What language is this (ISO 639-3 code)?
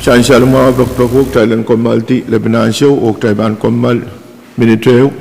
pon